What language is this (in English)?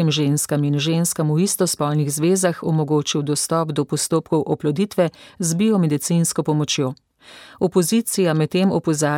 Slovenian